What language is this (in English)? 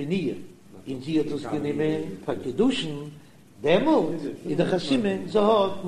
Yiddish